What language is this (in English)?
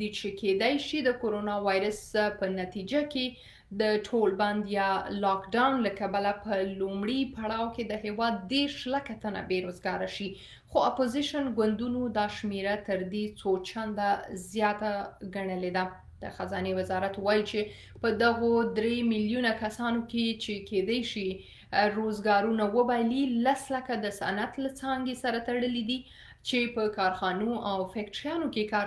Pashto